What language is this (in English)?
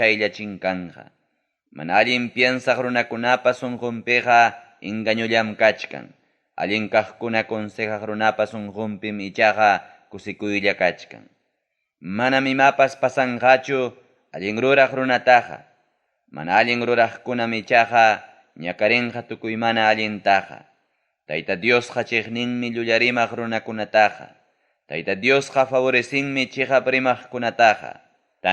Ayacucho Quechua